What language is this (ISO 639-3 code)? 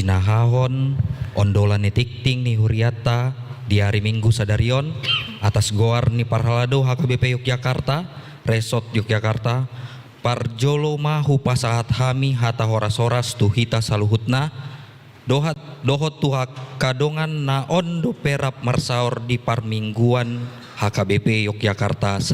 bbc